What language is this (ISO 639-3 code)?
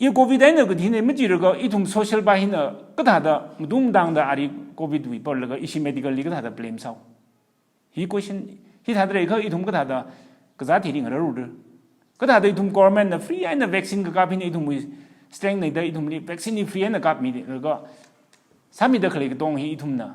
nmf